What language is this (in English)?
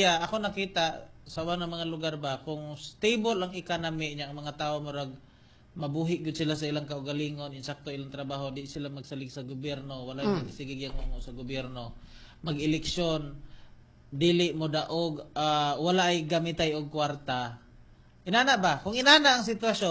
Cebuano